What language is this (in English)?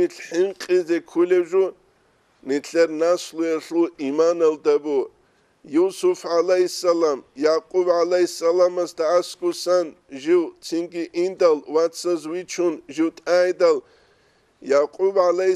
Avaric